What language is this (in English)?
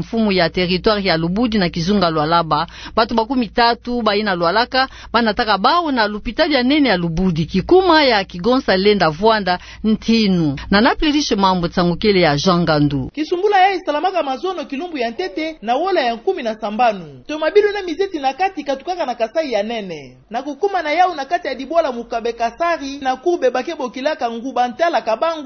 Kituba (Democratic Republic of Congo)